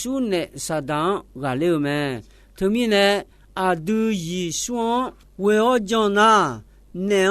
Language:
Akha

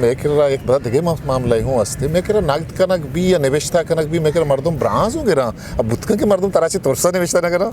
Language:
Eastern Balochi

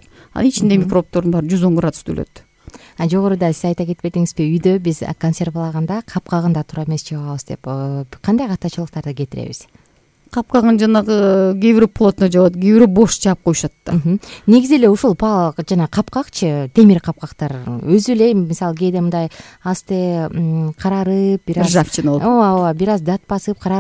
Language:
Kyrgyz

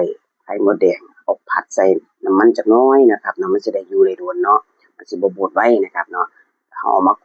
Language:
Northeastern Thai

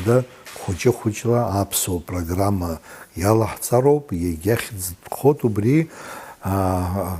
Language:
Abkhazian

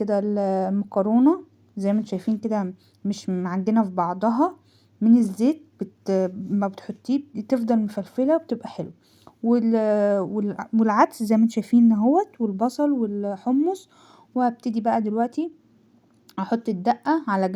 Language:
Egyptian Arabic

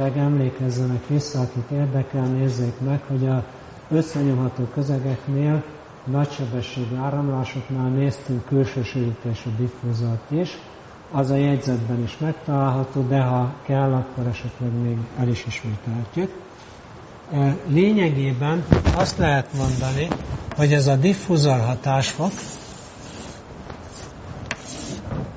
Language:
Hungarian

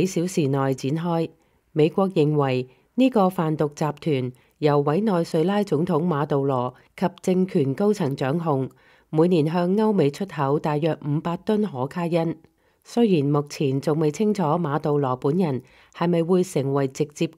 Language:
Cantonese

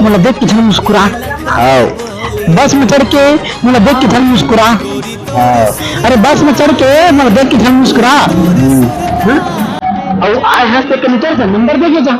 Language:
Chhattisgarhi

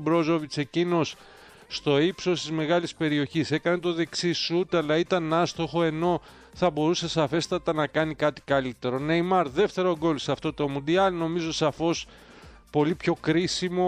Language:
Greek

